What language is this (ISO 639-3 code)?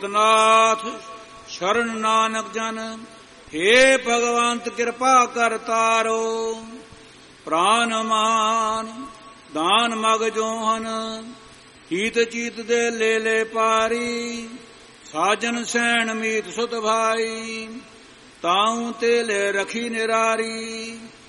pan